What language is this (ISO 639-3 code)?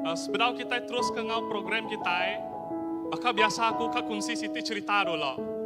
iba